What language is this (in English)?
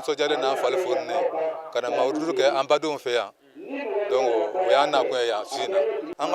Bambara